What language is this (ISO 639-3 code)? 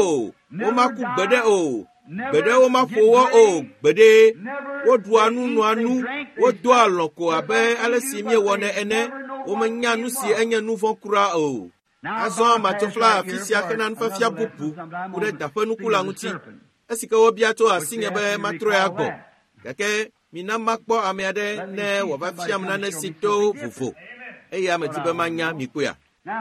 ewe